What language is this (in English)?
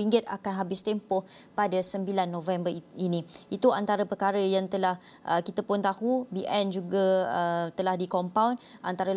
Malay